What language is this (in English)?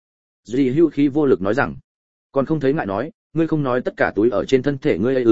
Vietnamese